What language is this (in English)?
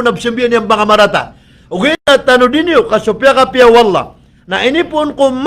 Maranao